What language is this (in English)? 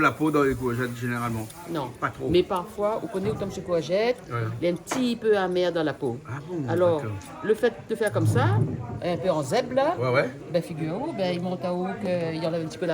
Réunion Creole French